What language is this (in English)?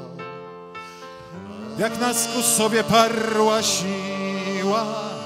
Polish